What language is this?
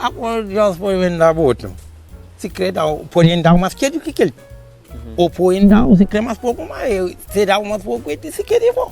Kabuverdianu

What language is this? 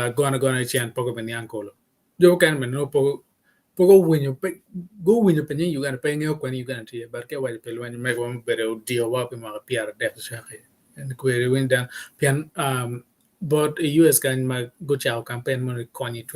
Acoli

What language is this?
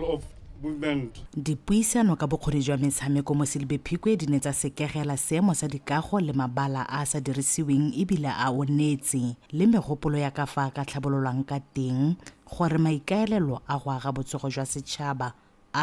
Tswana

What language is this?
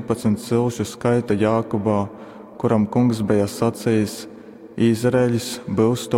Latgalian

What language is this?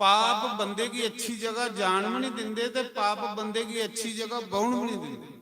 Dogri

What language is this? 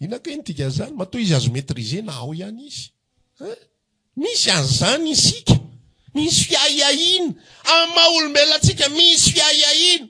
Malagasy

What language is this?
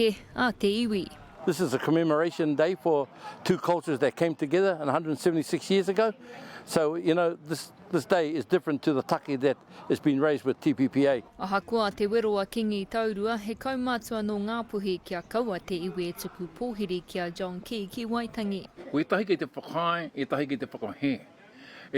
Māori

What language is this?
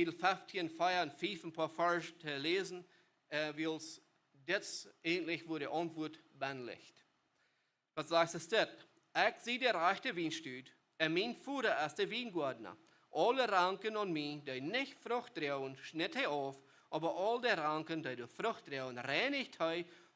Plautdietsch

